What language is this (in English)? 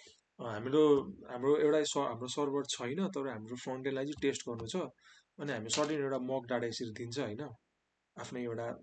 Nepali